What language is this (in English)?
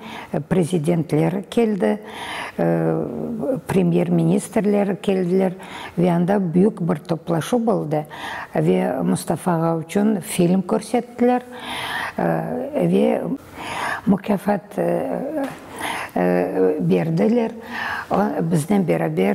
Crimean Tatar